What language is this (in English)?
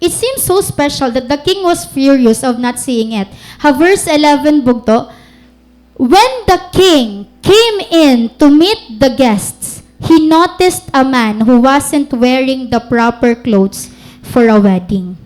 Waray